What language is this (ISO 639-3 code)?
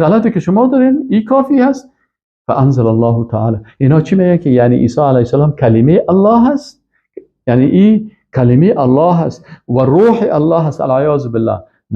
fas